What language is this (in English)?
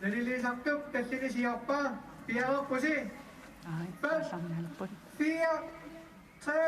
Kalaallisut